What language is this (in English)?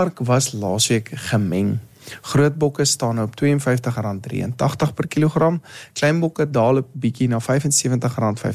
Afrikaans